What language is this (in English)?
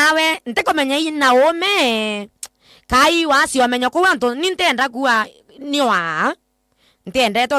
Meru